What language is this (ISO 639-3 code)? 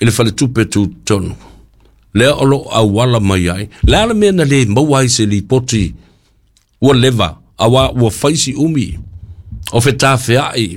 smo